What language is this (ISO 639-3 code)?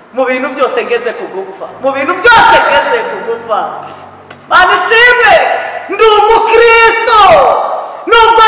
kin